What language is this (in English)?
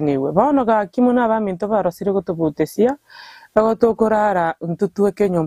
Gusii